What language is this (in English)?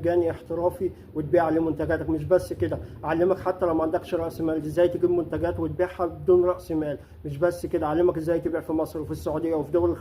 Egyptian Arabic